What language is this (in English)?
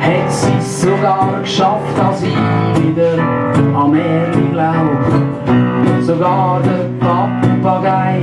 Swiss German